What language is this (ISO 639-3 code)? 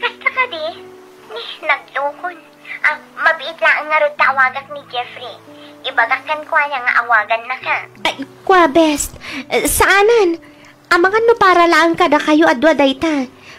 ilo